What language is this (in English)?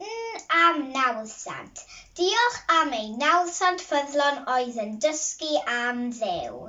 Welsh